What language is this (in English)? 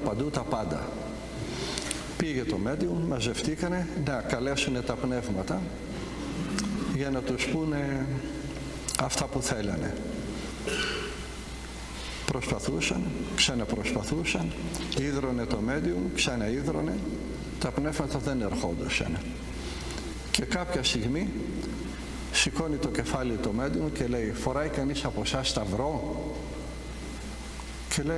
Greek